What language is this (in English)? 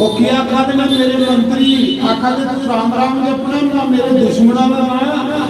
Dogri